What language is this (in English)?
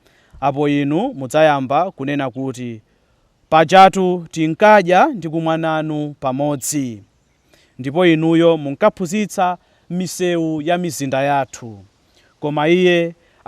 Nyanja